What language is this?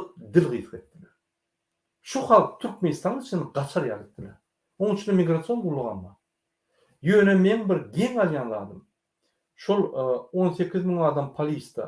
Turkmen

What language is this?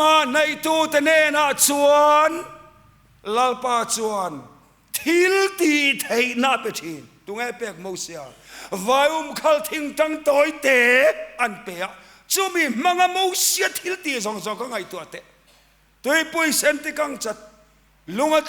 Mizo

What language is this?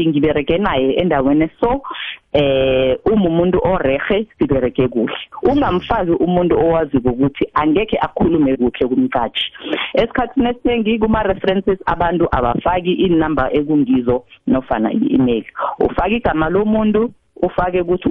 South Ndebele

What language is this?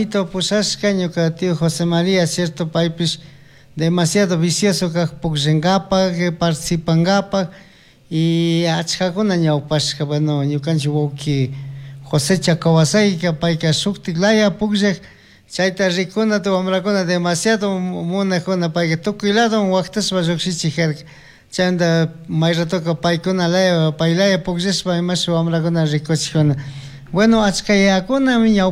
Chimborazo Highland Quichua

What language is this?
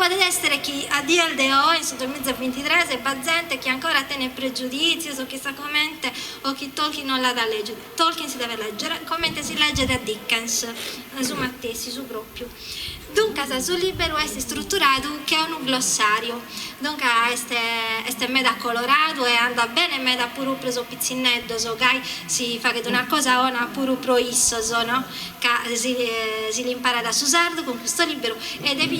Sardinian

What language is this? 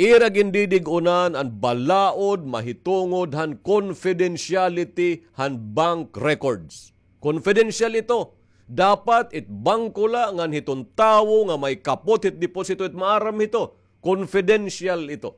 Waray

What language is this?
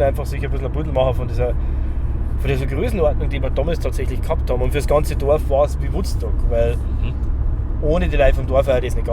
Bavarian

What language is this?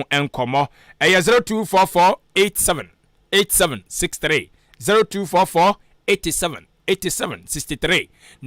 Akan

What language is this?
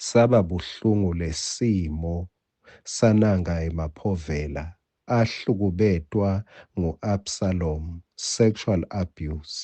Swati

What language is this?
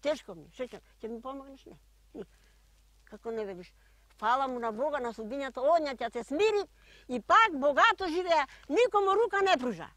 Macedonian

